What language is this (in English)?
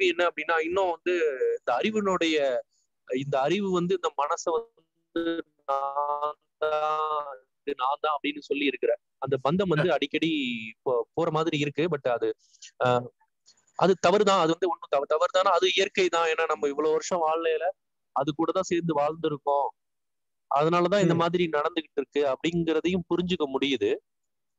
Tamil